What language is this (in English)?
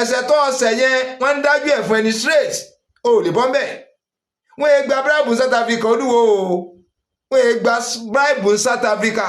Yoruba